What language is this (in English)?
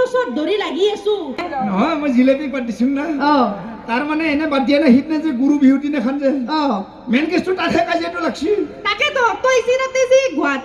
Assamese